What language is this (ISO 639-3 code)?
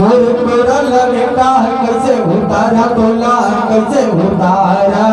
hne